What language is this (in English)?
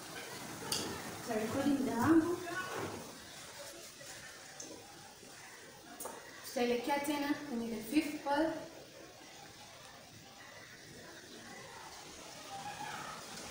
Swahili